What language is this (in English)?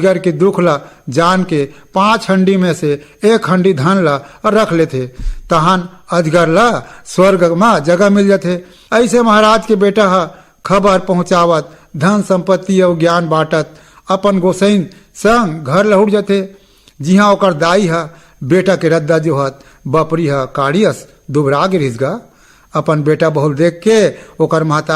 Chhattisgarhi